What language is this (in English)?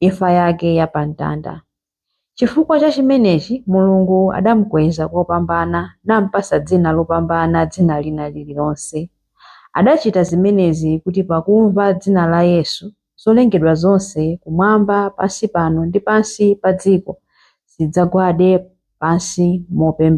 Nyanja